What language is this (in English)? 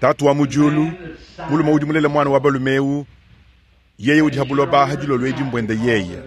Luba-Lulua